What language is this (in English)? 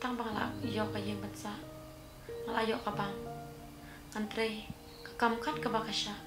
Khasi